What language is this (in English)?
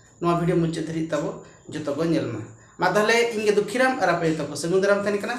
Santali